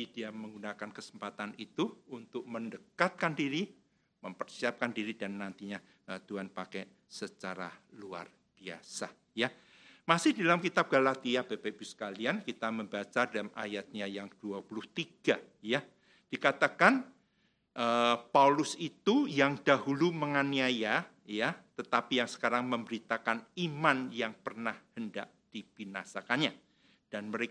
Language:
Indonesian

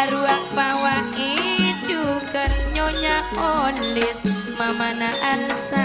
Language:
Madurese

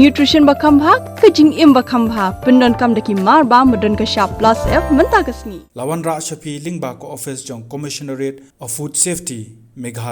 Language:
Khasi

